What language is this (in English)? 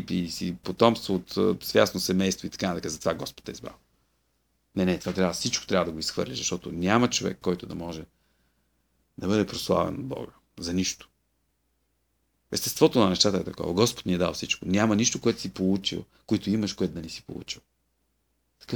Bulgarian